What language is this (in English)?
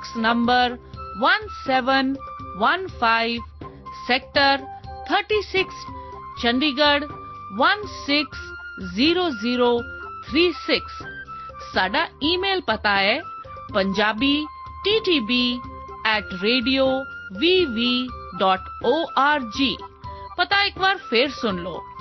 Punjabi